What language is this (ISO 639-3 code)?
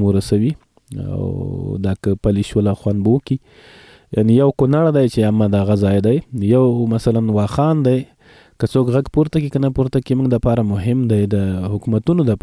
pus